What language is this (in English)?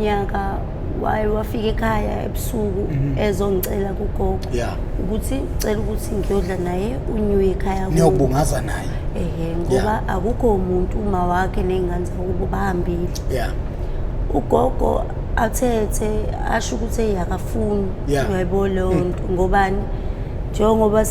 Zulu